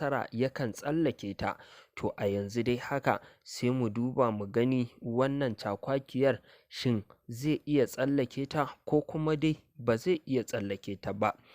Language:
Hausa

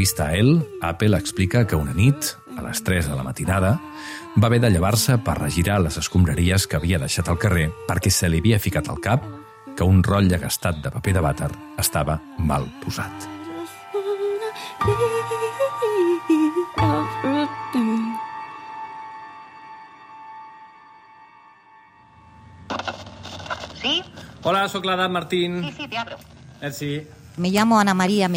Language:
Catalan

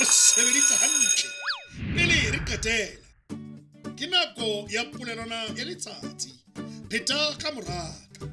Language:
Southern Sotho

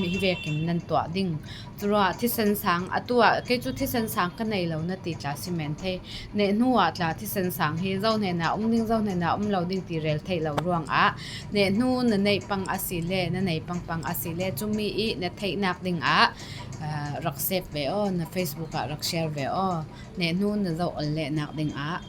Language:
Falam Chin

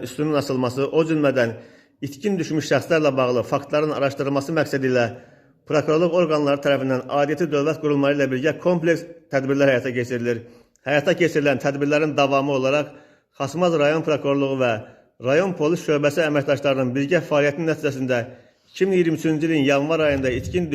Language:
Azerbaijani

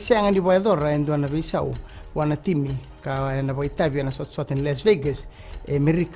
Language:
Fijian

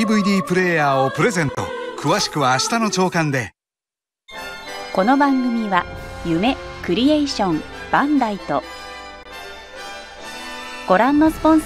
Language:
Japanese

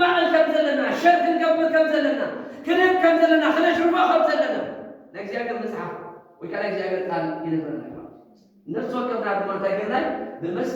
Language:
Tigrinya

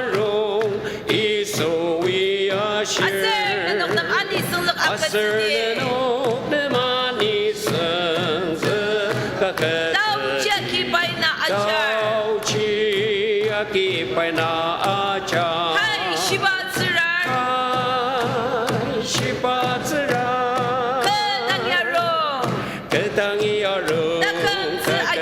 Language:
Ao Naga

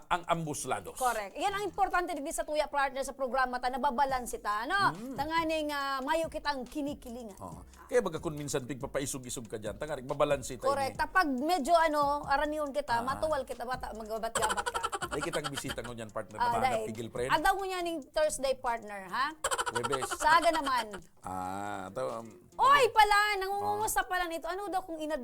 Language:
Bikol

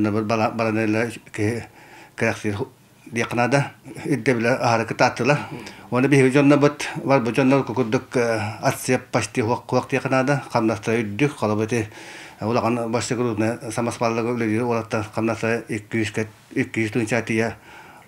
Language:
Yakut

